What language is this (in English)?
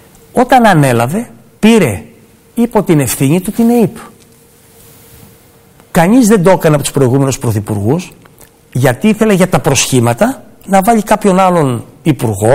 Greek